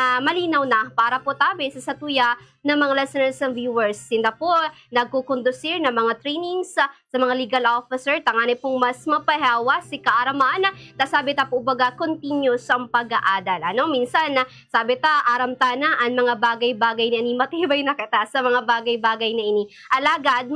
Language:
Bikol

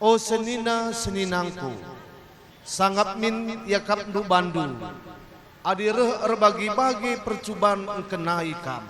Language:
Batak Karo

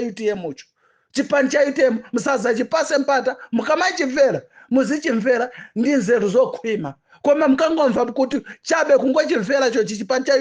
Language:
Nyanja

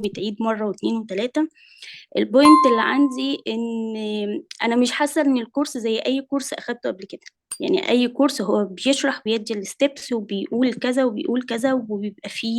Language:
Egyptian Arabic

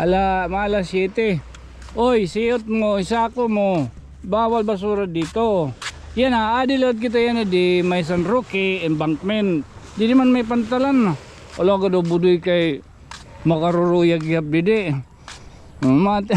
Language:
Waray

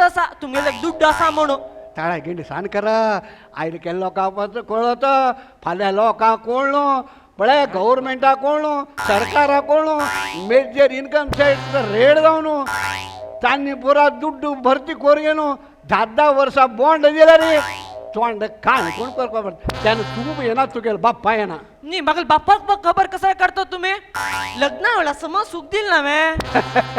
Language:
Konkani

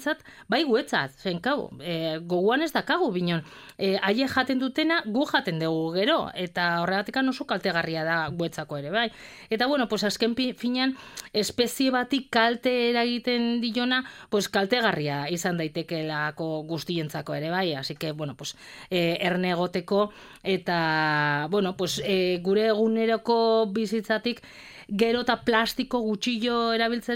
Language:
Basque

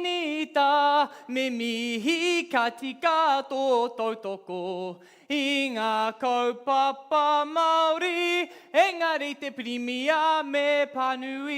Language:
Māori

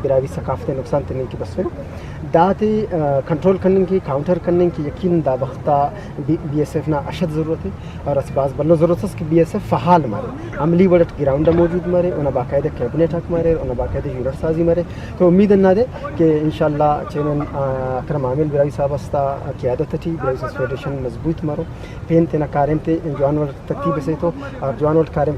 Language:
Brahui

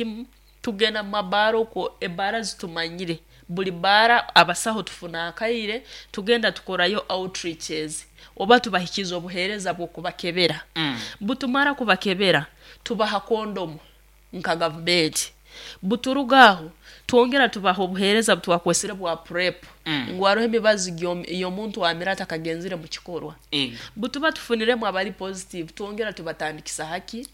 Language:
Nyankole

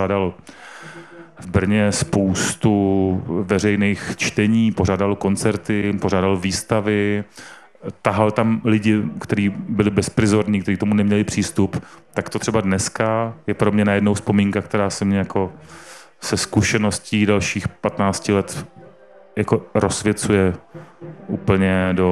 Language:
Czech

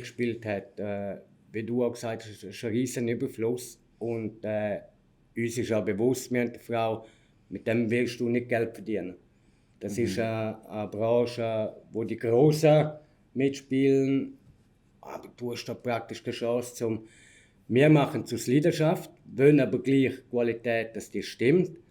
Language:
Swiss German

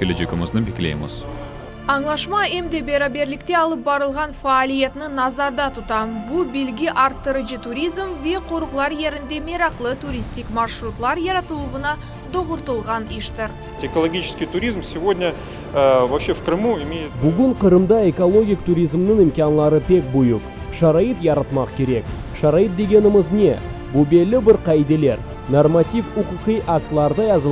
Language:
Crimean Tatar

